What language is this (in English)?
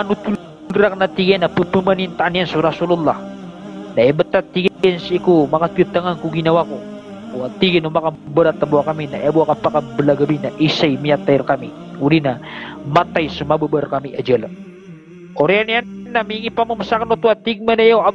Maranao